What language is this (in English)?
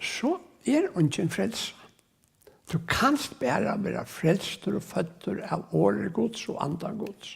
Faroese